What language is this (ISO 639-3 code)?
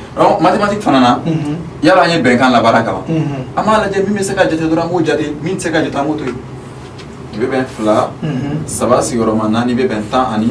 bam